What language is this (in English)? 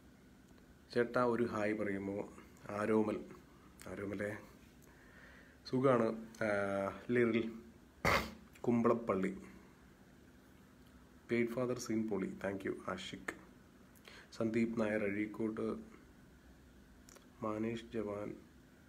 Malayalam